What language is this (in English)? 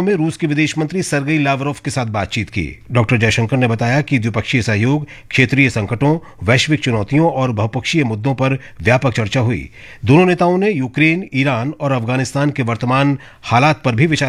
Hindi